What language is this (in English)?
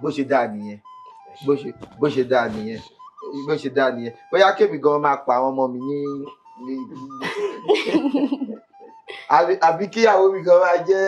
Yoruba